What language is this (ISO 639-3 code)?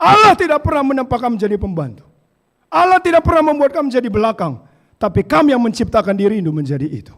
btx